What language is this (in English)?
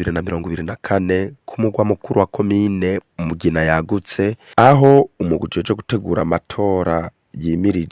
Rundi